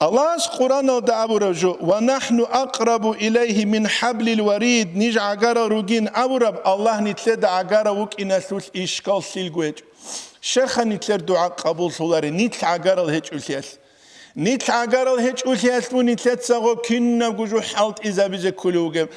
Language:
Avaric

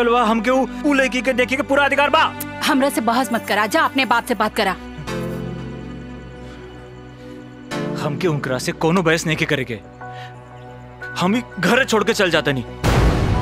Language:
Bhojpuri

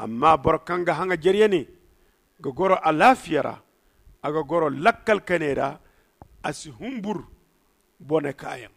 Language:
Zarma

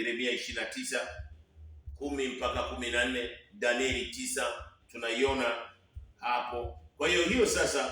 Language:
Swahili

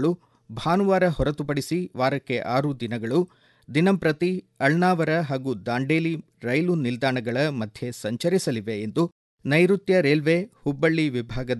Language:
Kannada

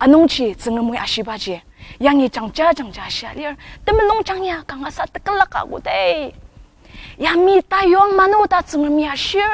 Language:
Ao Naga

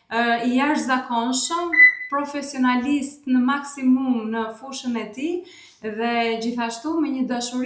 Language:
Albanian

